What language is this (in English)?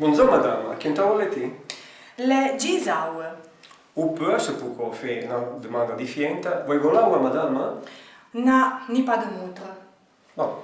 Arpitan